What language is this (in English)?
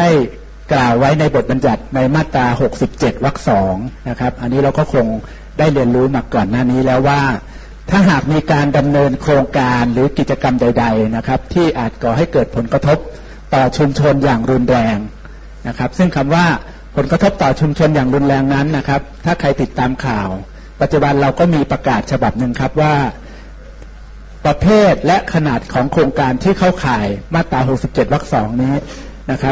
Thai